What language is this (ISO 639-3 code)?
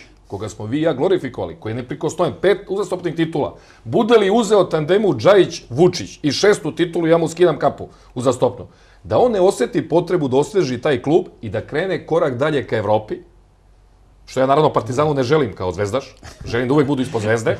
srp